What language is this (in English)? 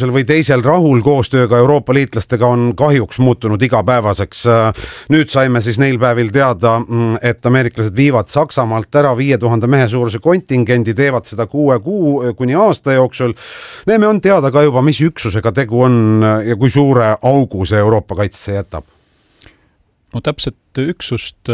Estonian